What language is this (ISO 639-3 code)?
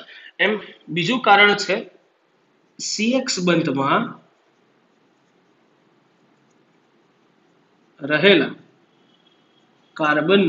guj